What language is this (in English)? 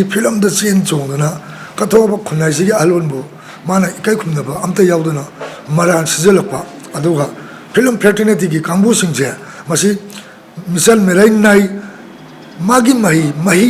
Manipuri